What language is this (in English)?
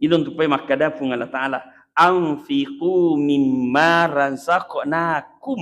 Buginese